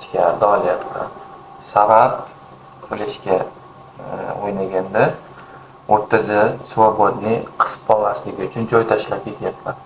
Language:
Uzbek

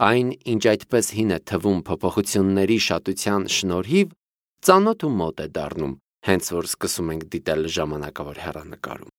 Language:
Armenian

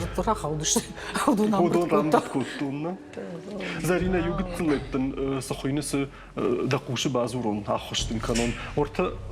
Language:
Ossetic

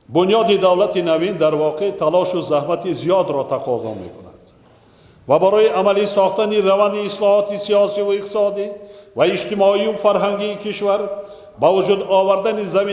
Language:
Tajik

